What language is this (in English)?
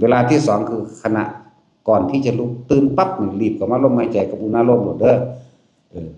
Northeastern Thai